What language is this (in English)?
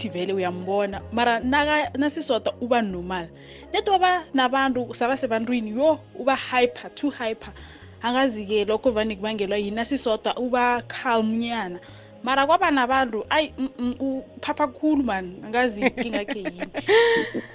South Ndebele